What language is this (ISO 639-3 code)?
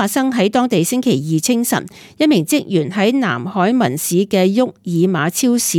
yue